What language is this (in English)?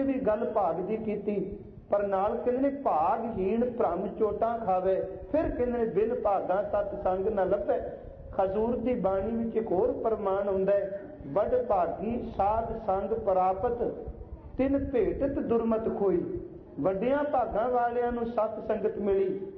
Punjabi